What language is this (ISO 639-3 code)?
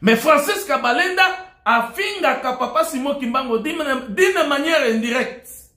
lin